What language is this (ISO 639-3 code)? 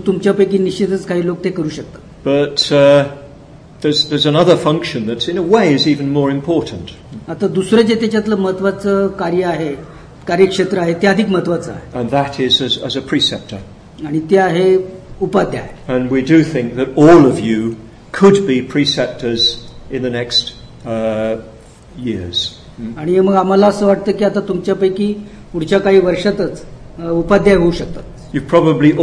mar